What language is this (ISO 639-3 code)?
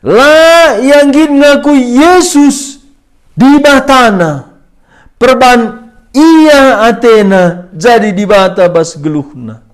btx